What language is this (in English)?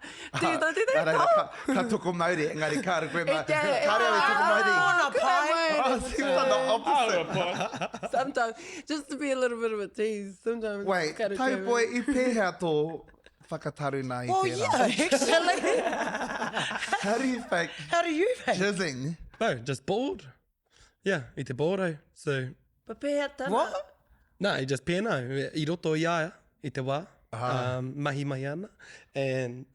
Māori